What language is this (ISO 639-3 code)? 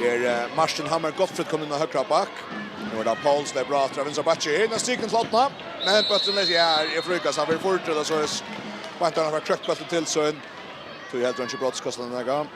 fao